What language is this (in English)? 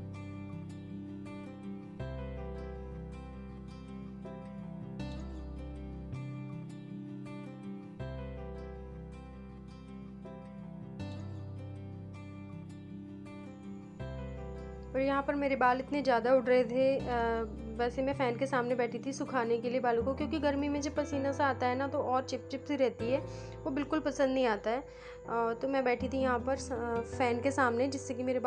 Hindi